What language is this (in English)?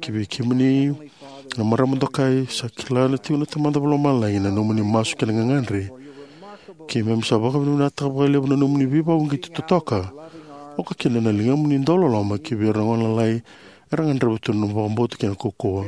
Fijian